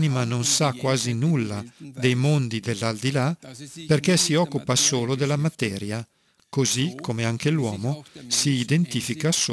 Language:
Italian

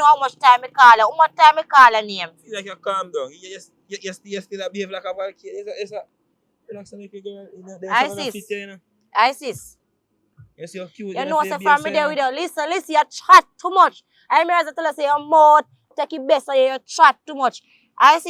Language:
Jamaican Creole English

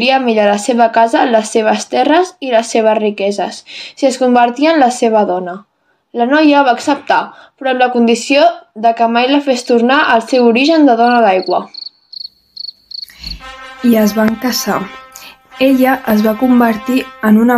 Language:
Catalan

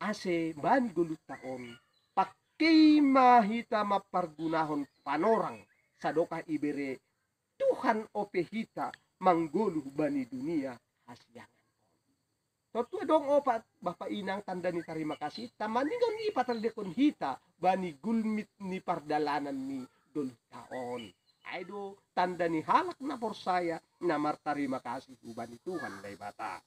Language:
Batak Simalungun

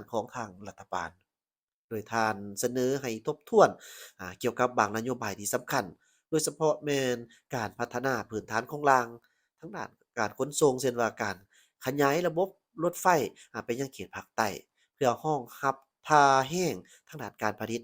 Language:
Lao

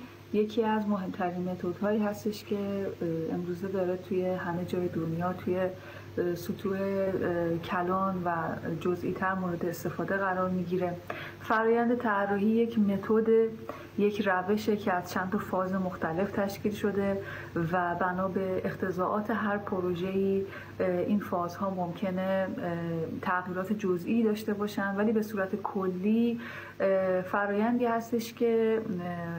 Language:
Persian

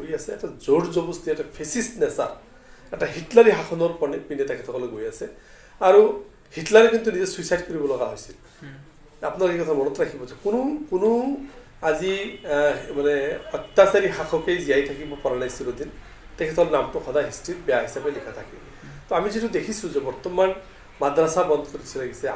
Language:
Assamese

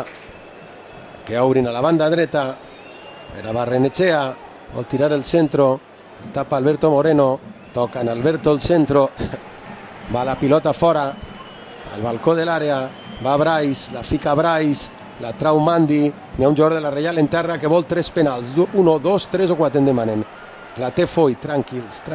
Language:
Catalan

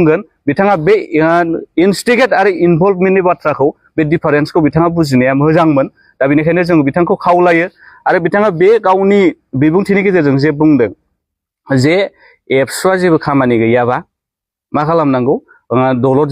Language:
Bodo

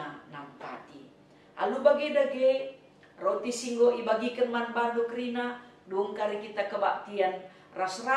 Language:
Batak Karo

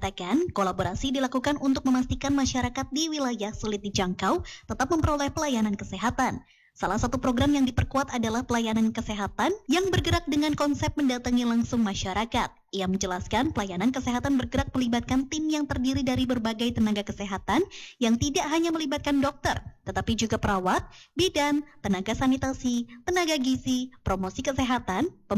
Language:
Indonesian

